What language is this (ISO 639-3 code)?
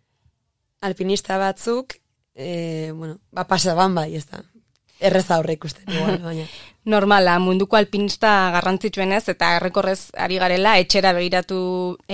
eus